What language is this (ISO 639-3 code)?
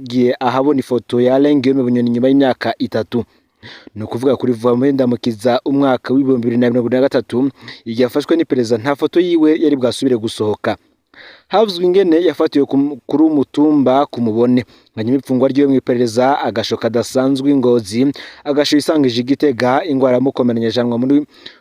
run